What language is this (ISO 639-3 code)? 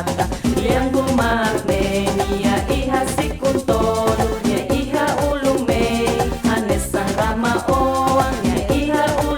tet